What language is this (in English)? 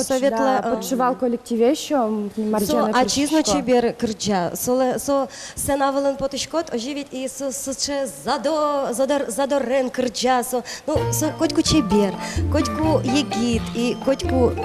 Udmurt